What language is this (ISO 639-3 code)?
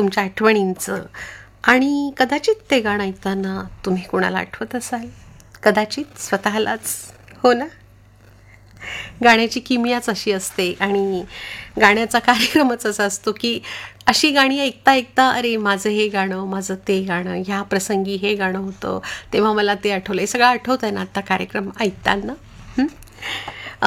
mar